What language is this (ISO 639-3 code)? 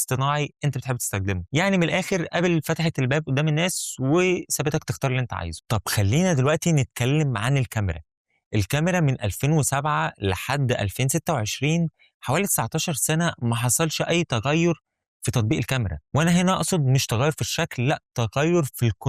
arz